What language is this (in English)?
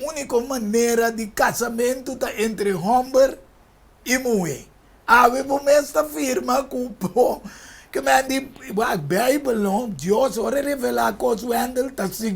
Papiamento